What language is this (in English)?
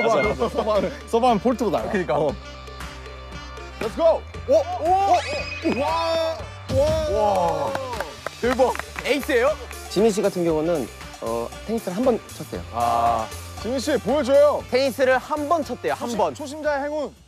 Korean